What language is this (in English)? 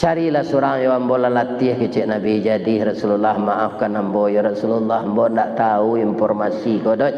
Minangkabau